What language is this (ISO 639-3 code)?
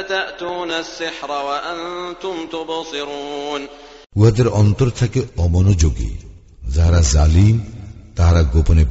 ben